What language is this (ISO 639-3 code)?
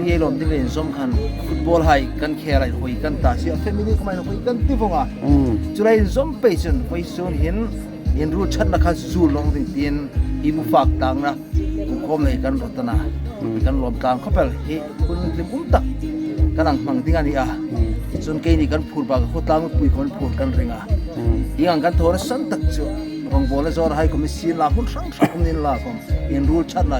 hmr